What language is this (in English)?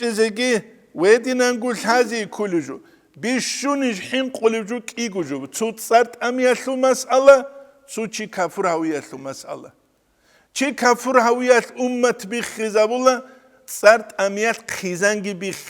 Avaric